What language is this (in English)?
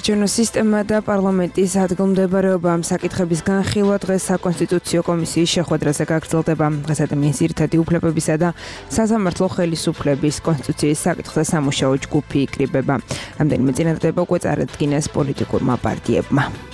Georgian